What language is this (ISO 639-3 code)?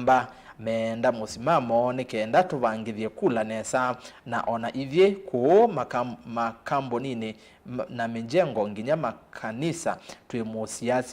kam